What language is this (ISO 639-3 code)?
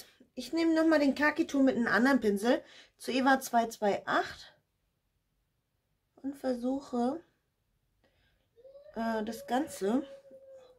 deu